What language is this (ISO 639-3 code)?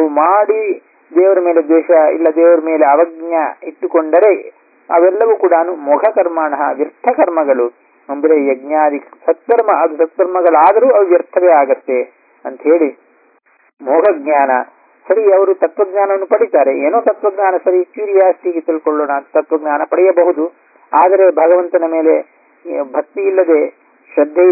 kan